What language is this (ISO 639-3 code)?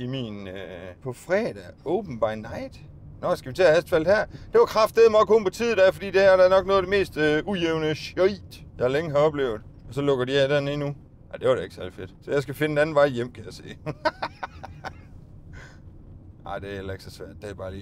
dan